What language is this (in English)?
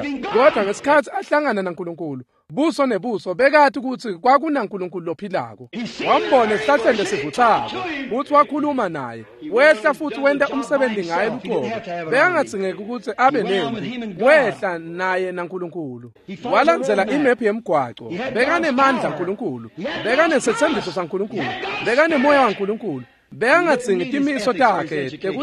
Swati